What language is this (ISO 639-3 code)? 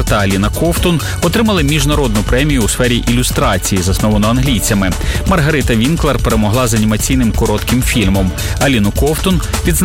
ukr